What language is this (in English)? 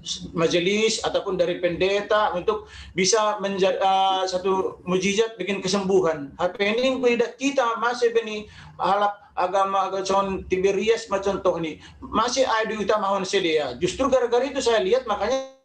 Batak Simalungun